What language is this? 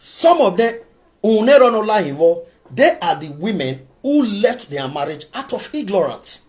Nigerian Pidgin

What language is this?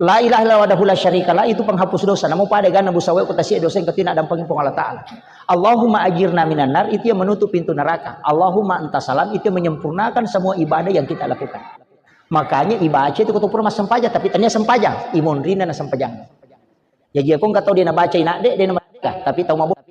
Buginese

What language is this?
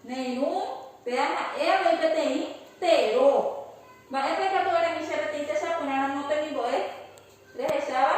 Guarani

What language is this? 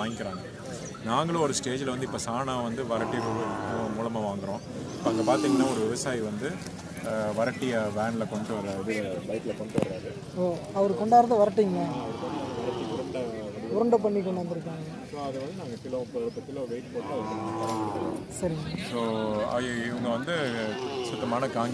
Tamil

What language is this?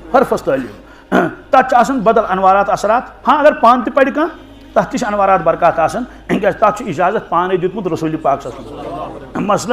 Kashmiri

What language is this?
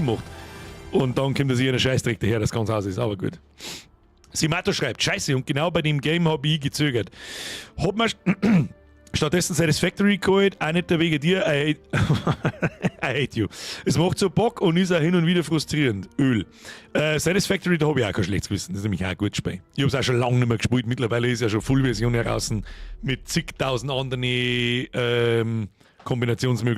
Bavarian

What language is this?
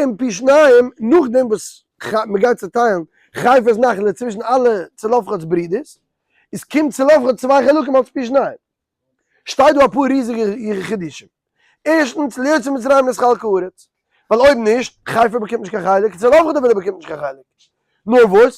Yiddish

